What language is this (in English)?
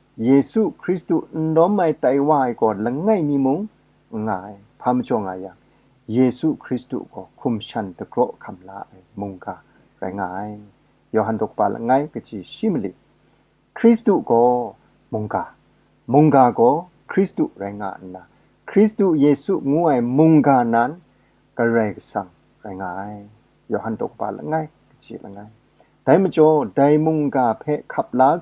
Kachin